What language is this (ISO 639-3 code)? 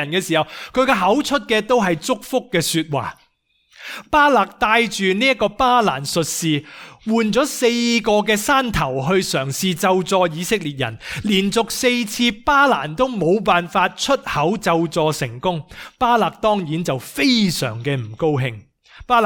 yue